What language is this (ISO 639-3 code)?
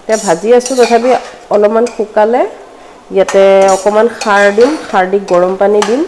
asm